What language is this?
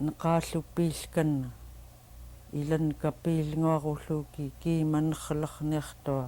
Central Yupik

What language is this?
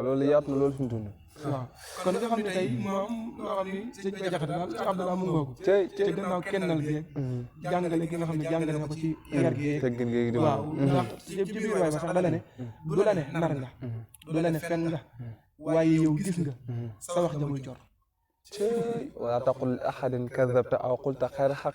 Wolof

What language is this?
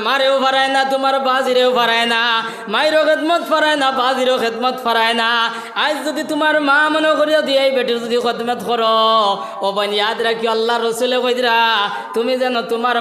Sylheti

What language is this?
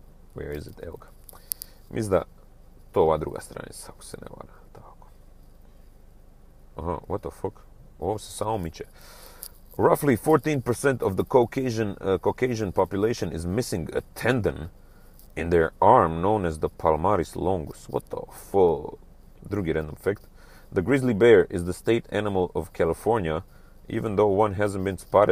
Croatian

